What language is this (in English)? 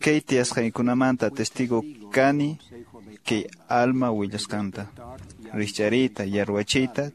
Quechua